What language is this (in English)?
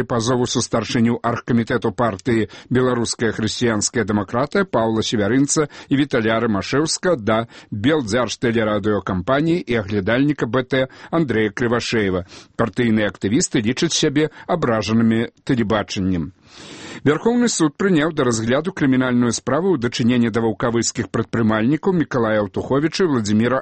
Belarusian